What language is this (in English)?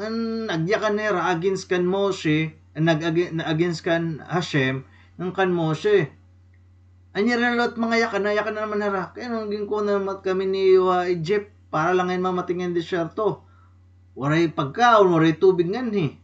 Waray